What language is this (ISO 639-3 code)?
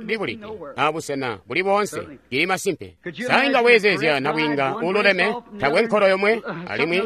toi